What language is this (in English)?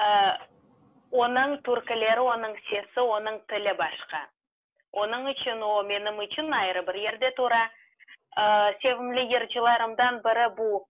Crimean Tatar